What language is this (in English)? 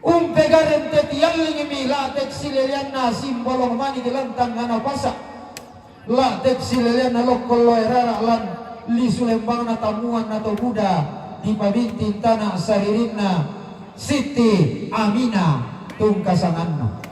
Toraja-Sa'dan